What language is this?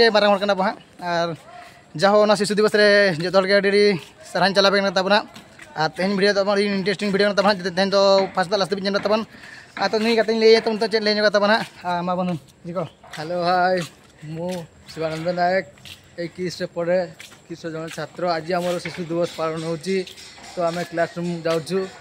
Santali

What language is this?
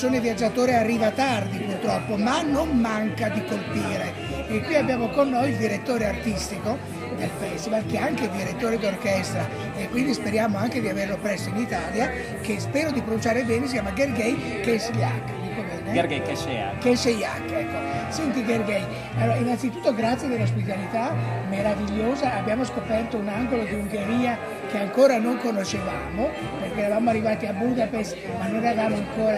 Italian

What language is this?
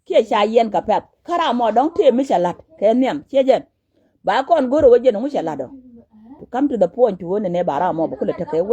Nuer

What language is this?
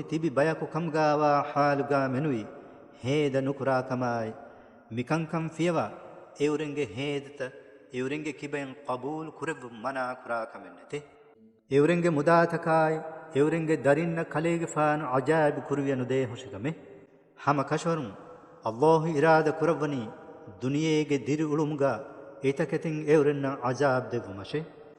Divehi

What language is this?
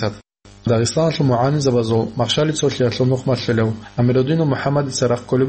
Avaric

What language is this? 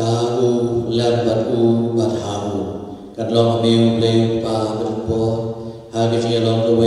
Khasi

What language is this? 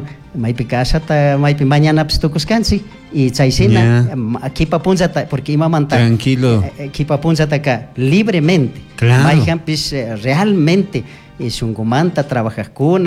Chimborazo Highland Quichua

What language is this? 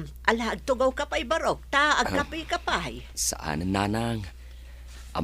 Iloko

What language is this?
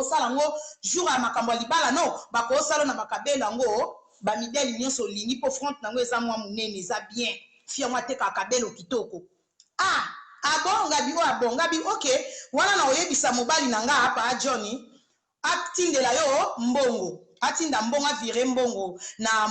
Lingala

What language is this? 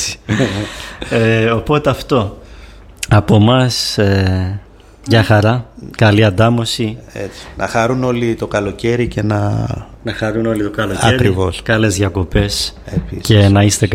Greek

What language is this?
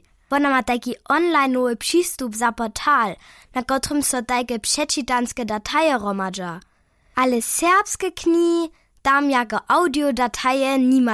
Upper Sorbian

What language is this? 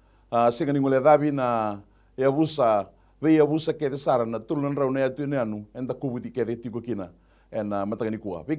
Fijian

